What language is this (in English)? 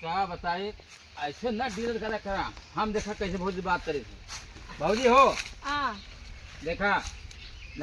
Awadhi